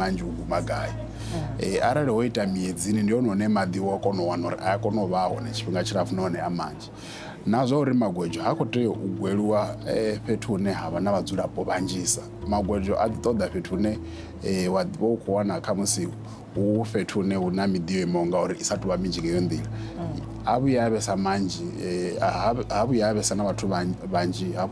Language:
Venda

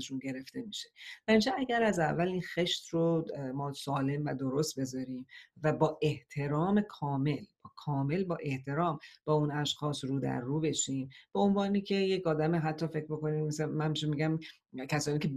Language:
Persian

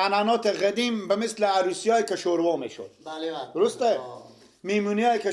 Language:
Persian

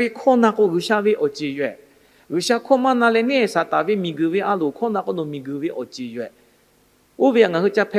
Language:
Lahu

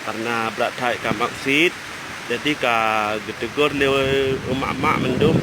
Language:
Achinese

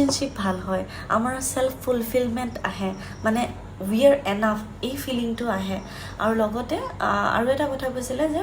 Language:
Assamese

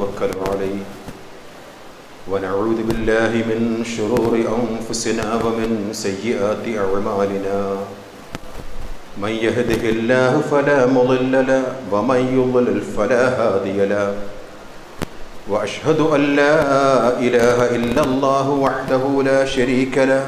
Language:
Malayalam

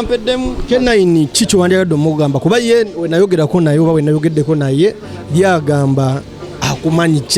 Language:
Ganda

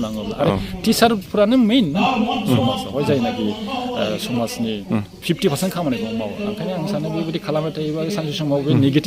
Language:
Bodo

